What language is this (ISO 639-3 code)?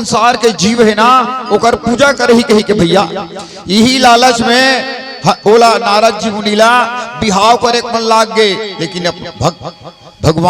hne